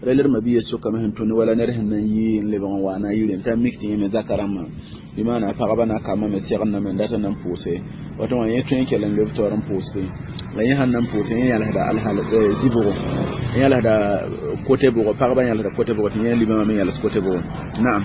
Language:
Mossi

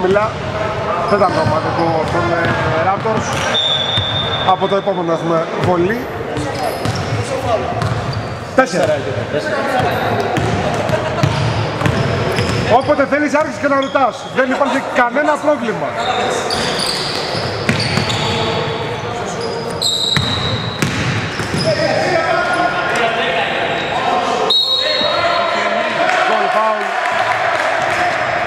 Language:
Greek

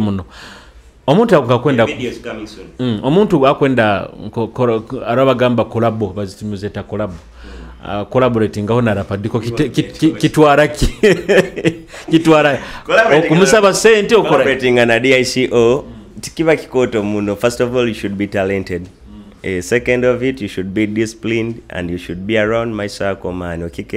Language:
Nyoro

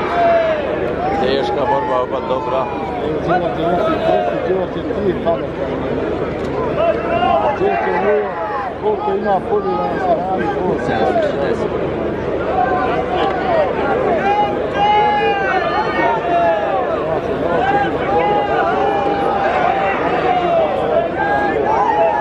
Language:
Croatian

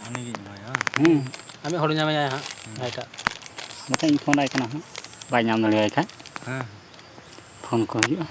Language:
Santali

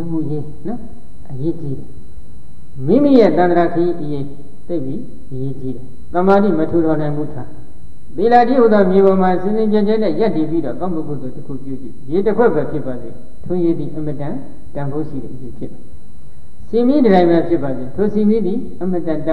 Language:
Burmese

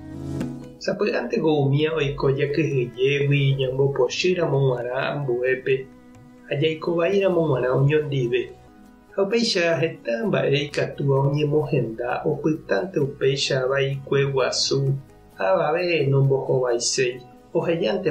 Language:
Guarani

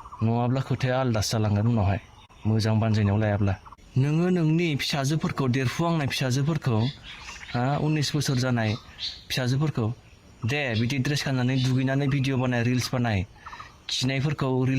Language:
Bodo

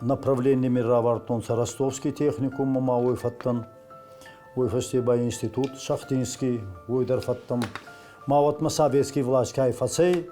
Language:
Ossetic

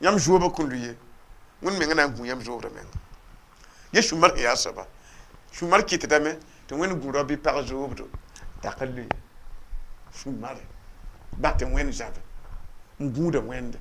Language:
Mossi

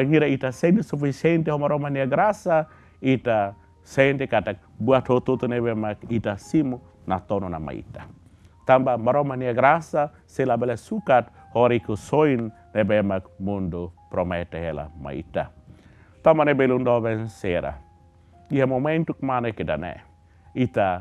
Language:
Tetum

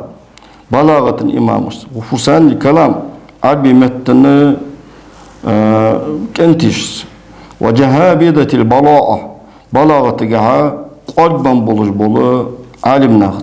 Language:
Ingush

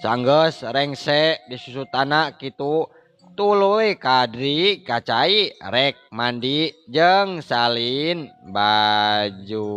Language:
Sundanese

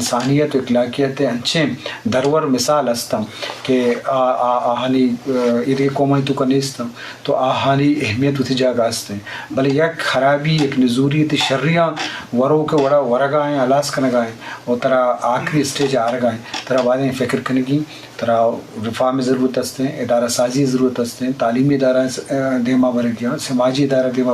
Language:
Eastern Balochi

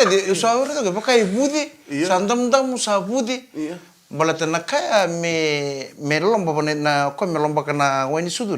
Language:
Fijian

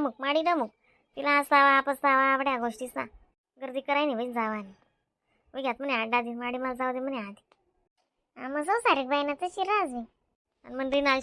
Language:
Khandesi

